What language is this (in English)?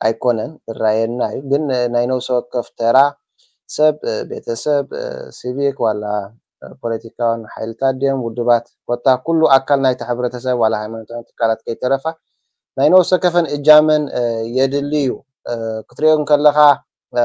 Tigrinya